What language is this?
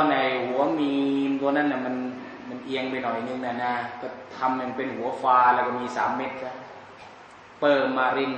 Thai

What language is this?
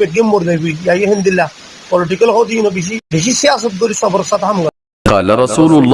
Rohingya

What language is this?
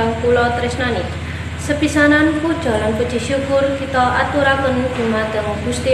Javanese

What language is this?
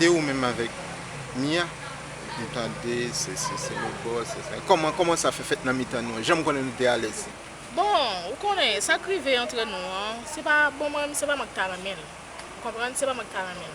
Haitian Creole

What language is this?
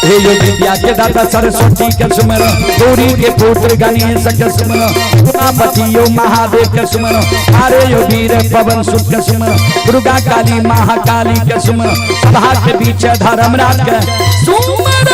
Maithili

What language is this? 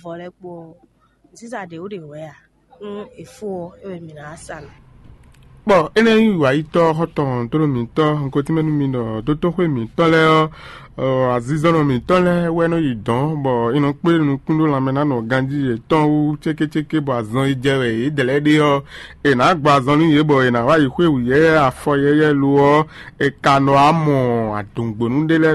Fon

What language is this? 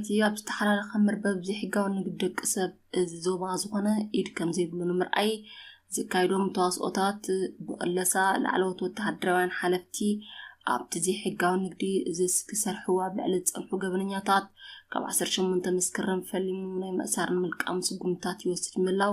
Tigrinya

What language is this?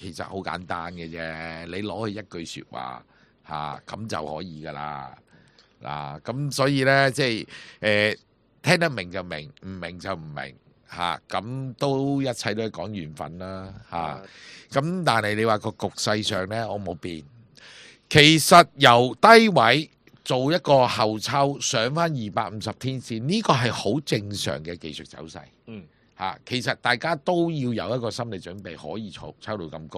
Cantonese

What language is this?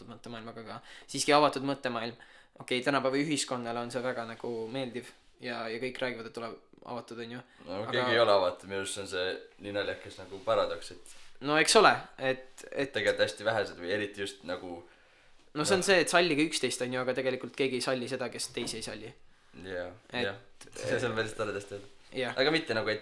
Estonian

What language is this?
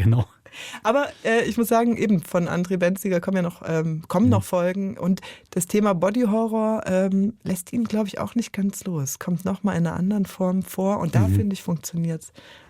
Swiss German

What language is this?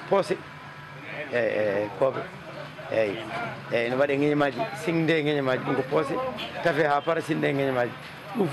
Fula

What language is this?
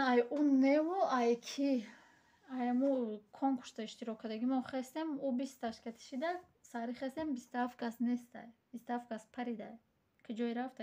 Tajik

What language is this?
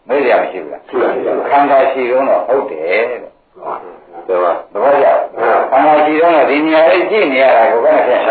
Burmese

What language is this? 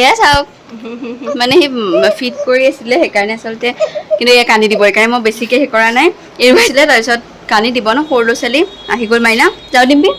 Assamese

